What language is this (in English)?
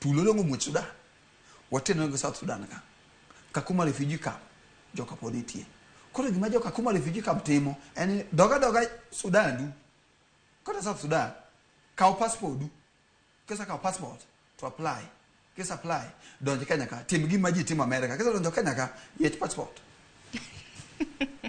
Luo (Kenya and Tanzania)